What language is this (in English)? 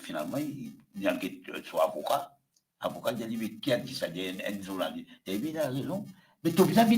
Morisyen